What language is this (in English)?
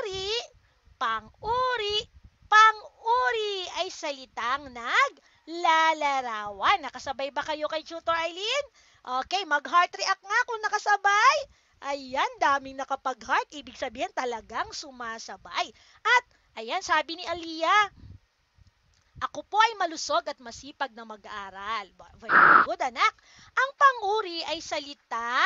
Filipino